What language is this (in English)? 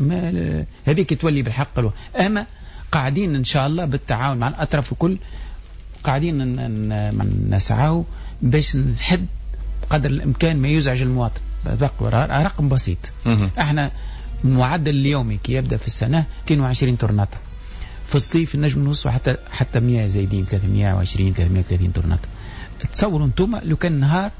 Tunisian Arabic